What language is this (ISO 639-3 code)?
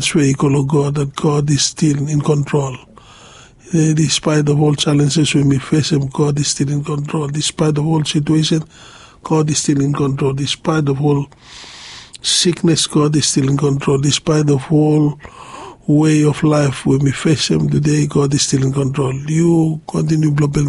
bis